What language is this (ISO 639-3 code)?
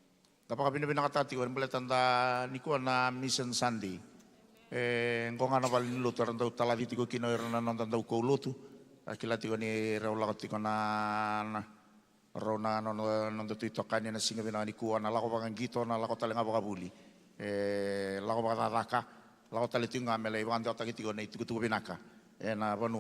fij